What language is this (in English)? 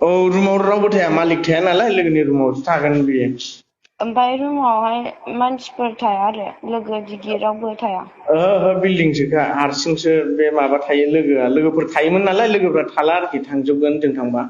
Bodo